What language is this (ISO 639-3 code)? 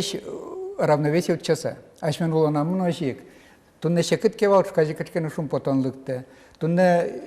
udm